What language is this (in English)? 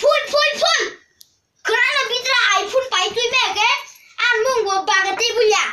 Kok Borok